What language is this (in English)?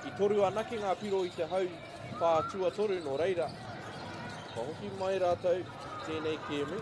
Māori